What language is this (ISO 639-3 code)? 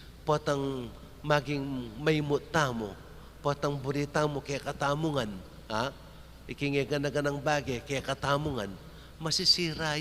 pam